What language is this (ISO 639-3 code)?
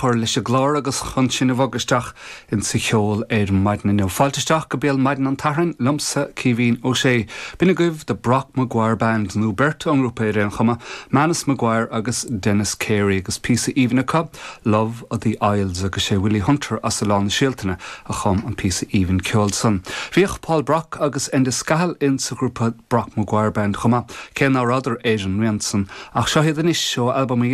gle